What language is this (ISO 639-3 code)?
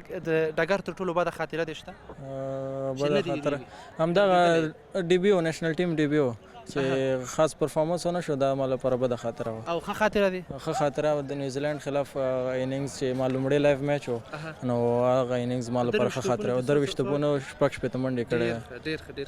pus